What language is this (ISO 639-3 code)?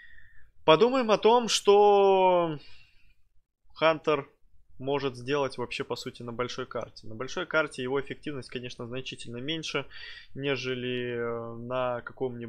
rus